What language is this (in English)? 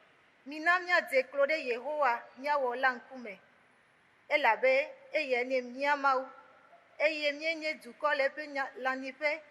Ewe